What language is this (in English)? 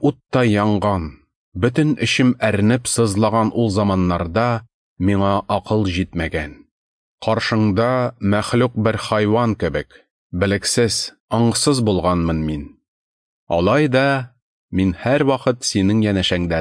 Tatar